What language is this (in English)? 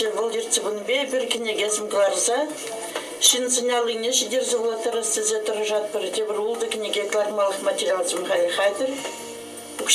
Chuvash